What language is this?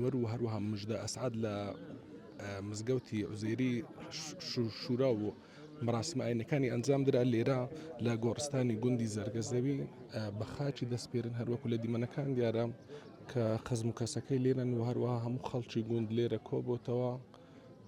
Central Kurdish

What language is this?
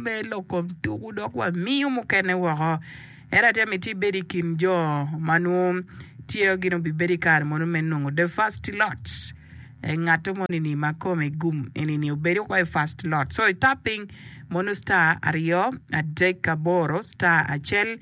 Acoli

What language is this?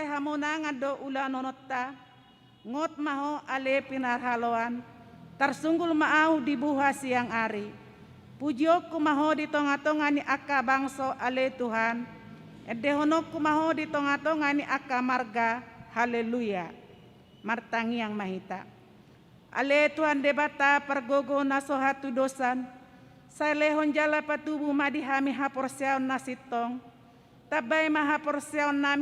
Batak Toba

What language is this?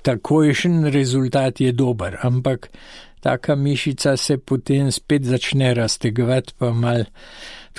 Slovenian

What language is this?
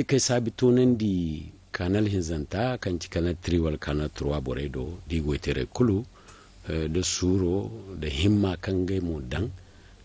Zarma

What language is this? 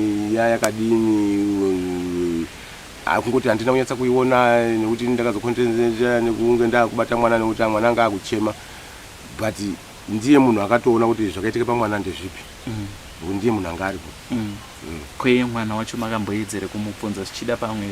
Shona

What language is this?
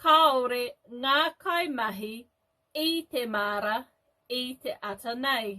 Māori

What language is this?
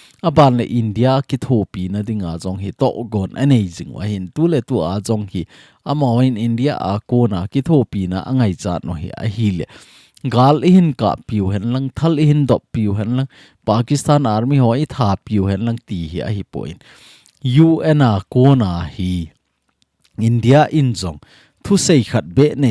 Thado Chin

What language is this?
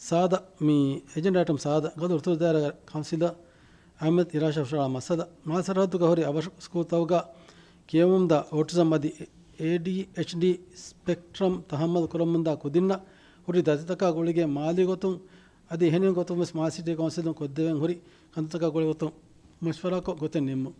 Divehi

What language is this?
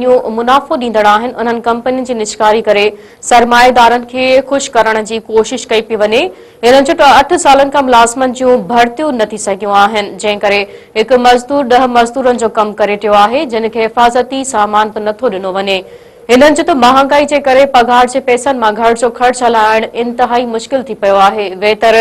Sindhi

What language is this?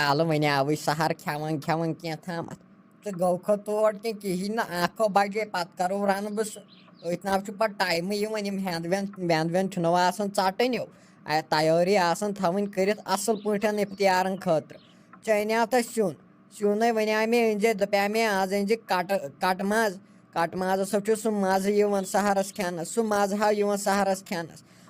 Kashmiri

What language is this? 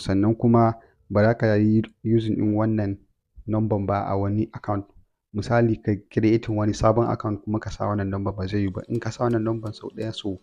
Hausa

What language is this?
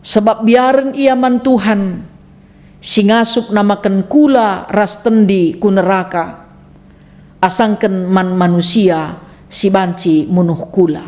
Batak Karo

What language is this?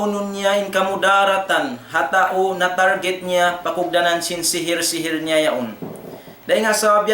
Tausug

